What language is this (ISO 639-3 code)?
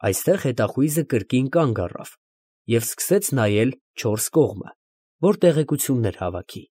hye